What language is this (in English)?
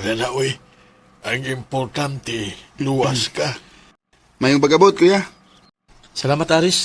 Cebuano